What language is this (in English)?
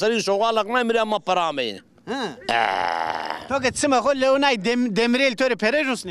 Zaza